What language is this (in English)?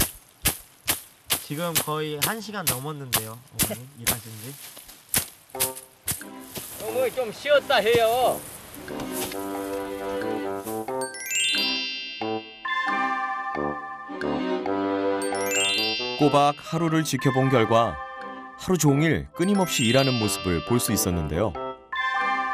Korean